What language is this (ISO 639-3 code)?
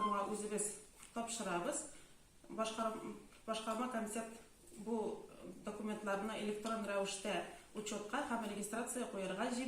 tat